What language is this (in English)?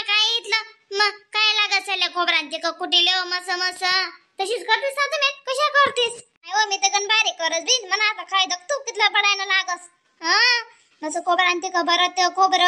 Khandesi